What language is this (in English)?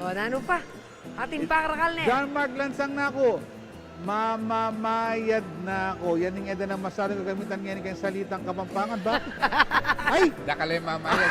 Pampanga